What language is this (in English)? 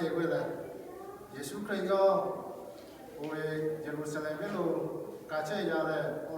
Lahu